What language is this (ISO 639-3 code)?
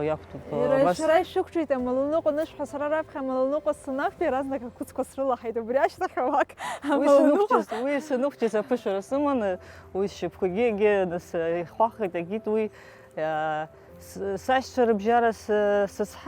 abk